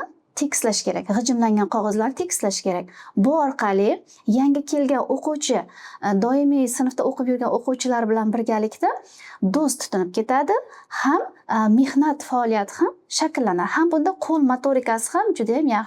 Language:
Uzbek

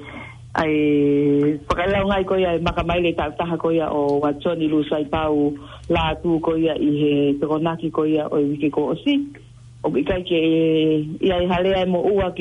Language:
Tongan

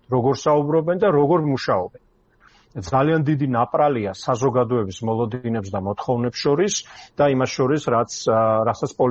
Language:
Georgian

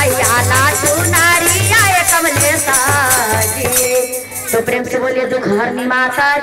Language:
Magahi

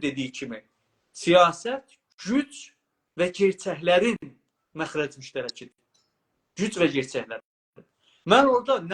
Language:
South Azerbaijani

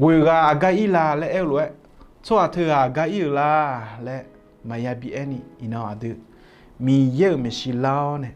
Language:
Akha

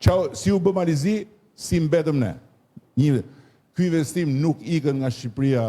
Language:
Albanian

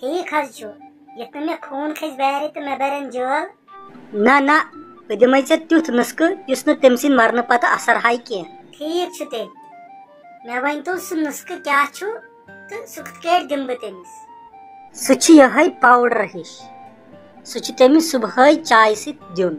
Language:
Kashmiri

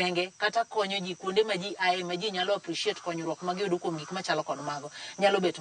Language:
Luo (Kenya and Tanzania)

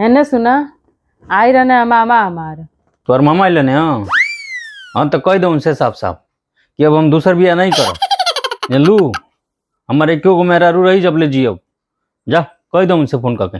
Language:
Bhojpuri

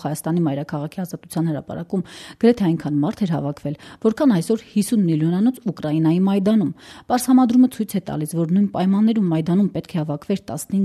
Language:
Armenian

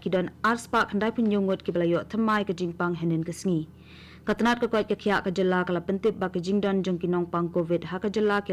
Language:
Khasi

